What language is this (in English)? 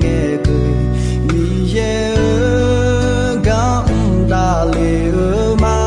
Akha